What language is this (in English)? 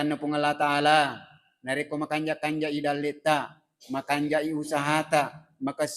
Buginese